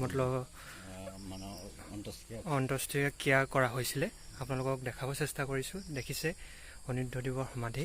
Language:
Assamese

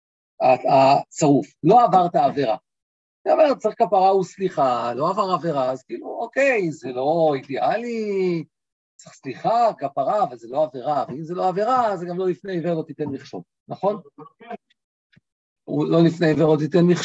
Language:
Hebrew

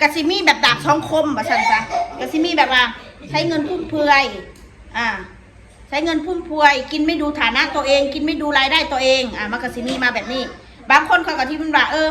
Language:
Northeastern Thai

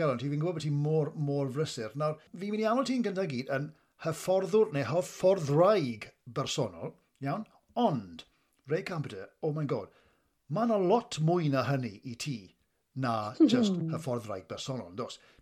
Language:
Welsh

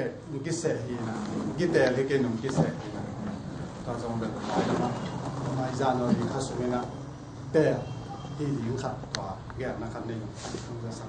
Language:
Tedim Chin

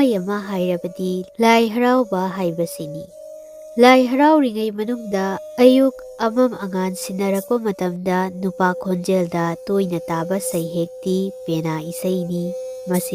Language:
Manipuri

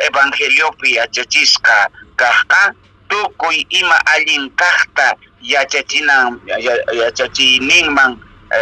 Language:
Quechua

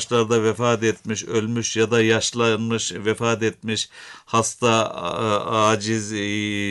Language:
Turkish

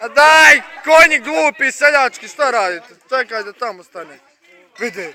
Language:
Bosnian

